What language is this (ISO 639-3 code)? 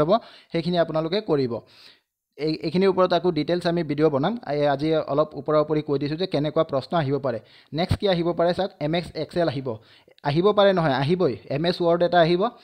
asm